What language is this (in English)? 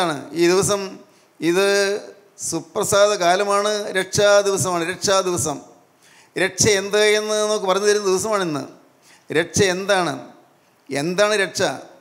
Malayalam